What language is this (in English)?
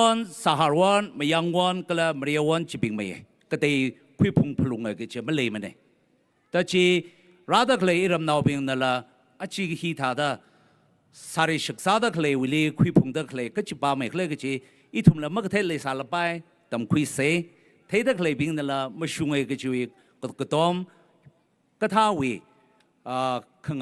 Tangkhul Naga (India)